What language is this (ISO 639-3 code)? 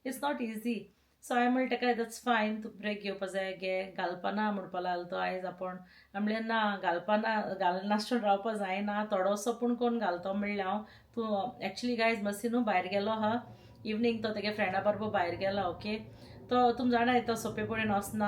kok